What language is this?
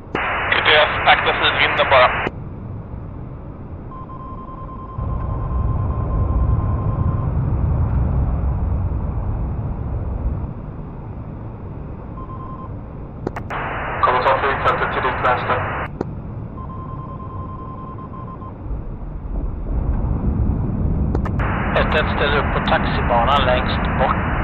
Swedish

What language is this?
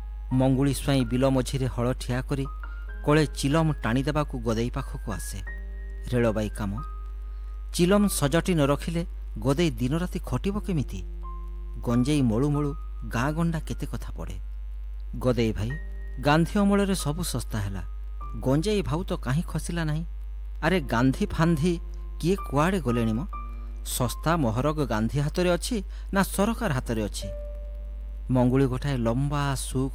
Odia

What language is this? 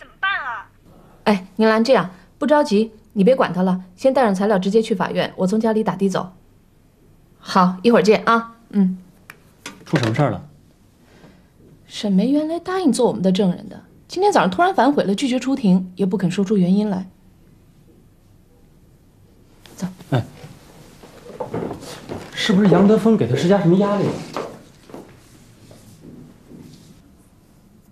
Chinese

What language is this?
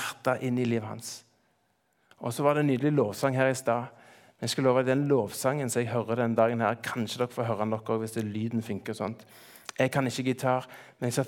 Norwegian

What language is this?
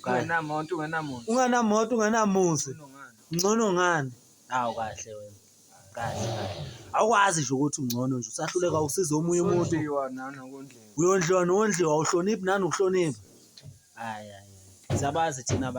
Zulu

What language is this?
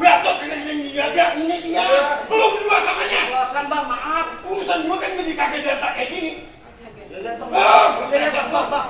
Betawi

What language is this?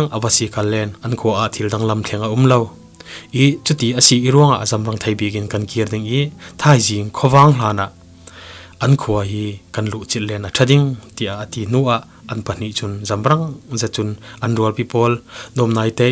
Falam Chin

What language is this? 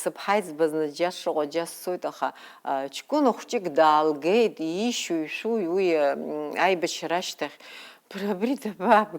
Abkhazian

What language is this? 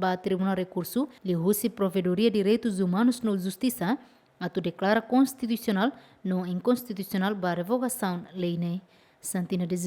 Tetum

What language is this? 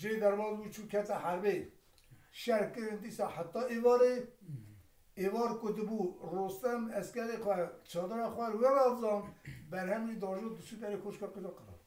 Kurdish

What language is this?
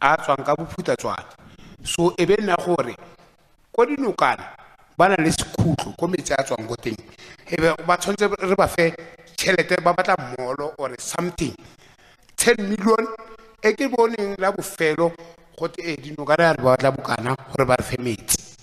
Tswana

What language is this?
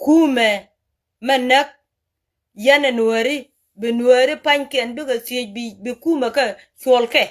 Nuer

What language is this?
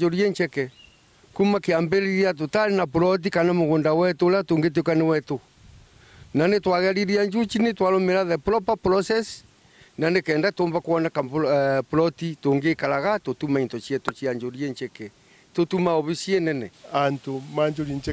Meru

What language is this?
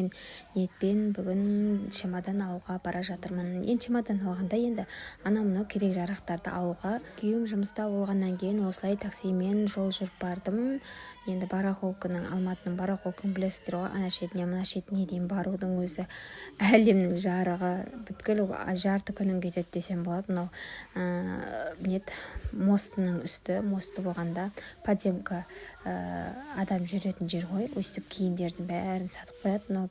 Kazakh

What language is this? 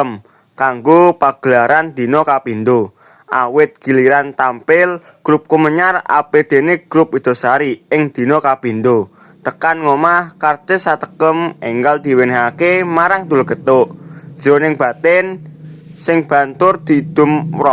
Javanese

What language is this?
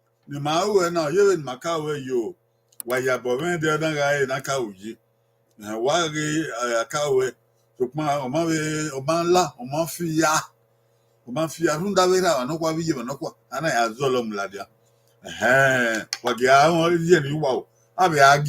Bini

